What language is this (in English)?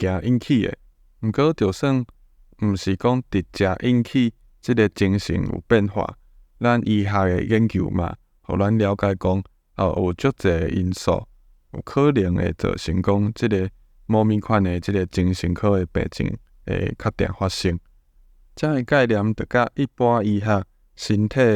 Min Nan Chinese